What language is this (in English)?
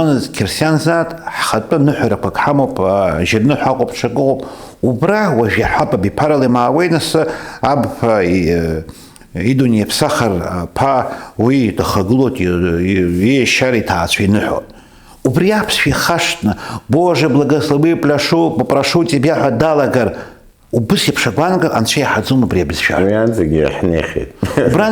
Abkhazian